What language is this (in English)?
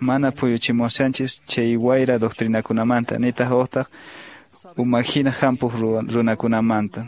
Quechua